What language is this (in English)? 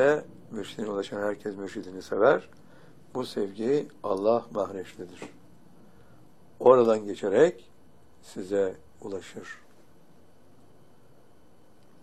Turkish